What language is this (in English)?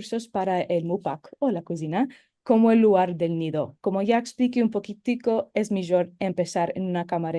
Ladino